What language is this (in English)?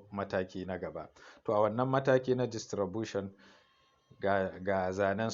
Hausa